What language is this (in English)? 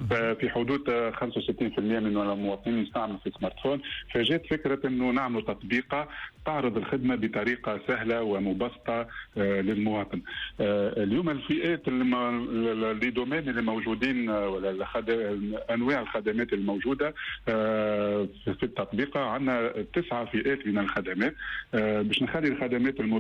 Tunisian Arabic